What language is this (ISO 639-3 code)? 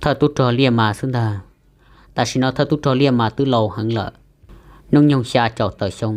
hmn